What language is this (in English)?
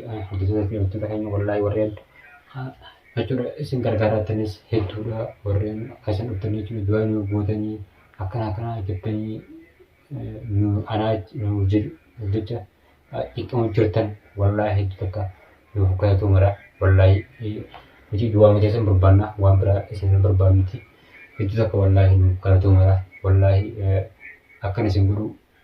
Oromo